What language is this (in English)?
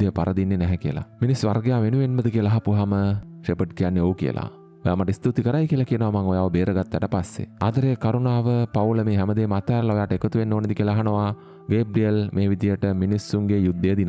Sinhala